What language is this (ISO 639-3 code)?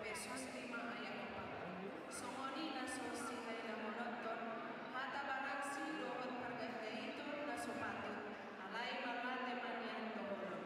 bbc